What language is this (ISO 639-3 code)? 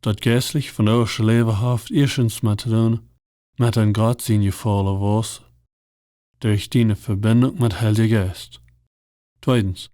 pdt